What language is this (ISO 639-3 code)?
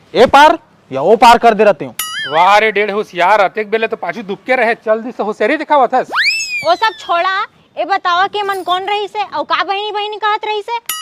hne